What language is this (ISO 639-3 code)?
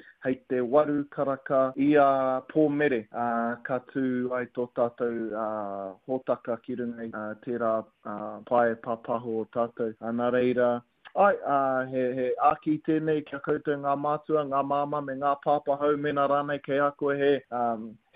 mri